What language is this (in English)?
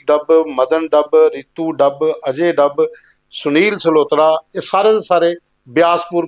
Dogri